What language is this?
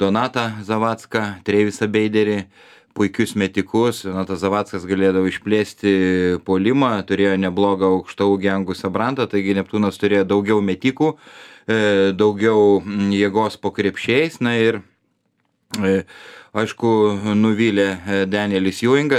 Lithuanian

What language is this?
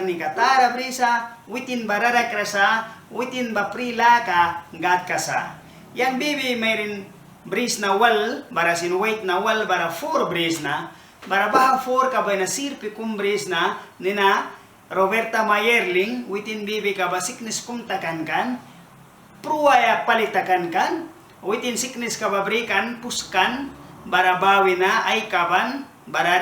Mískito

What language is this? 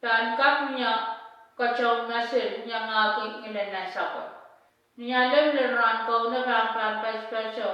Pohnpeian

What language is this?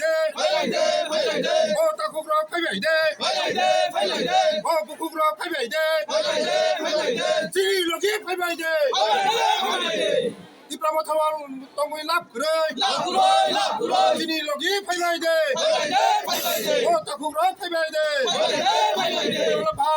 Riang (India)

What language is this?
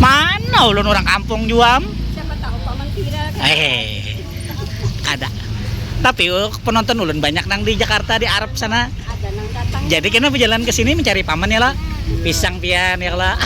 Banjar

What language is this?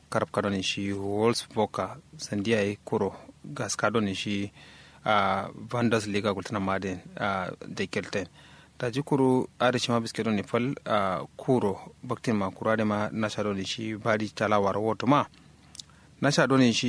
Kanuri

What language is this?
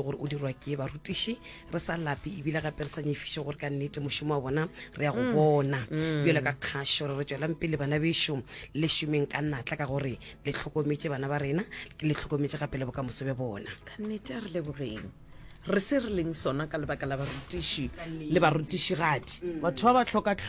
Northern Sotho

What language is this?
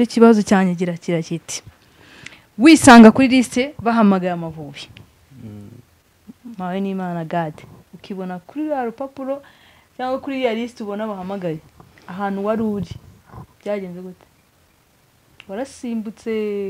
Kinyarwanda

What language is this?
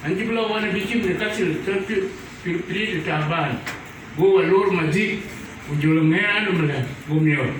Dinka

